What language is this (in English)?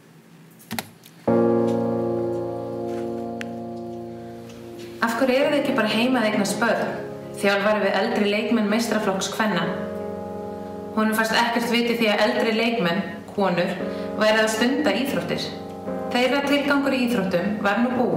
Icelandic